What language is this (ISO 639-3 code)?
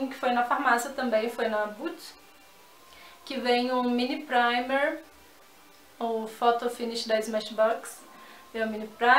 por